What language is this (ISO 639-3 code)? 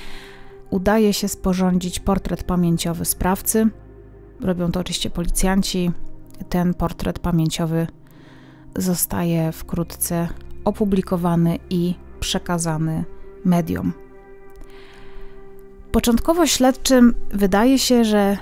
pol